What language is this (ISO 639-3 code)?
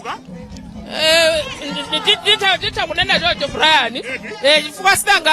nya